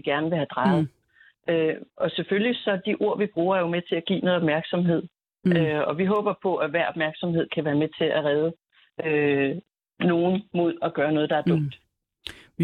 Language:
Danish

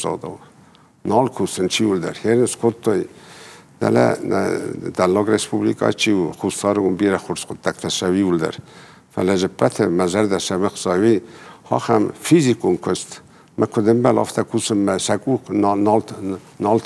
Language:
Ossetic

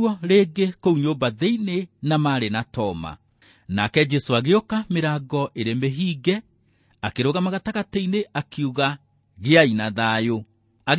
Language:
Kikuyu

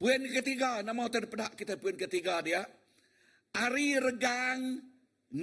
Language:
Iban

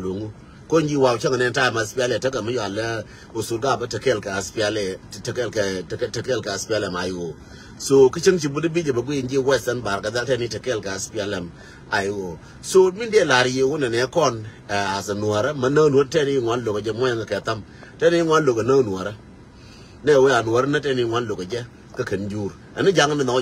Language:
Nuer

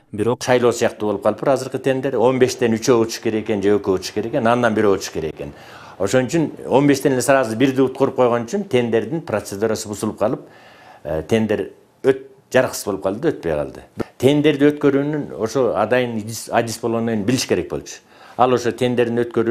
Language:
Kyrgyz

